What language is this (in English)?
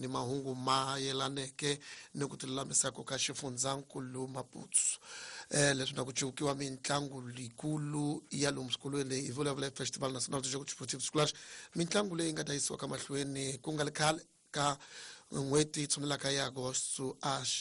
Tsonga